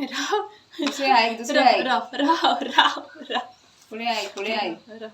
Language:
Konkani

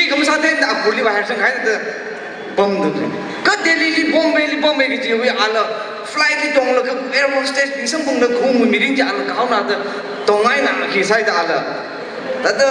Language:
Tangkhul Naga (India)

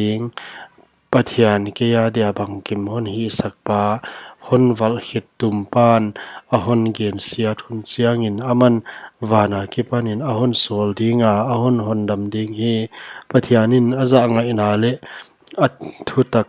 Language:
Paite Chin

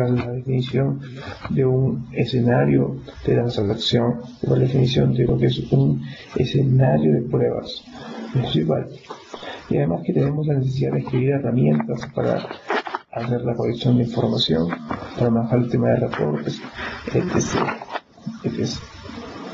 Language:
Spanish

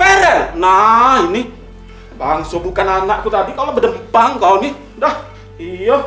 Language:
Musi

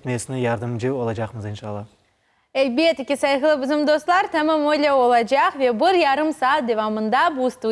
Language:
Crimean Tatar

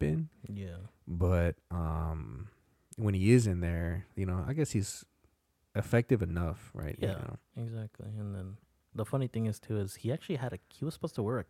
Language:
English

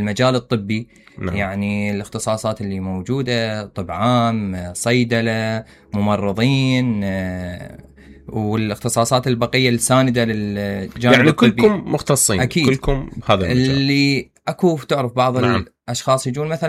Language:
Mesopotamian Arabic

